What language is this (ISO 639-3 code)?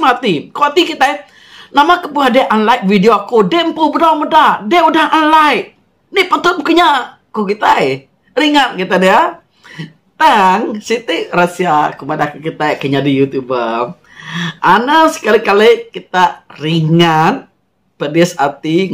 iba